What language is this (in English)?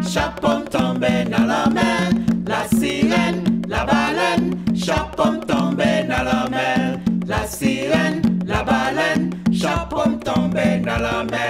Haitian Creole